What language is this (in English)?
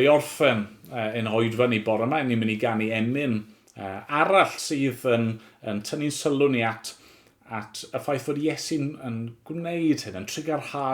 Welsh